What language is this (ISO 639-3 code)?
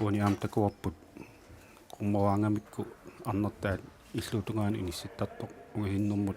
kal